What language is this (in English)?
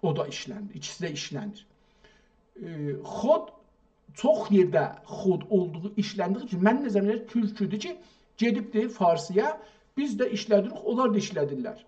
South Azerbaijani